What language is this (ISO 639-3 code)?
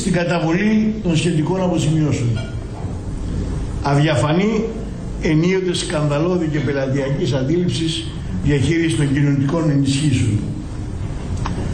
ell